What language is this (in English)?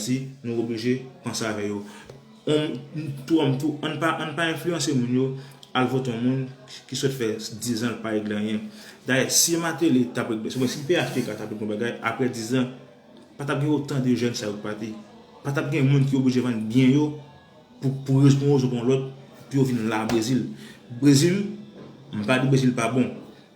Haitian Creole